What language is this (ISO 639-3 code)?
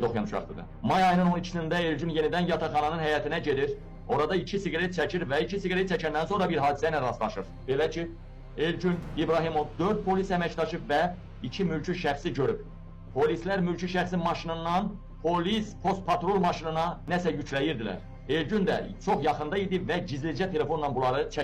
aze